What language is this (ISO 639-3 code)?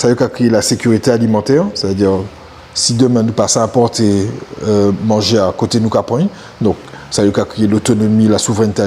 gcf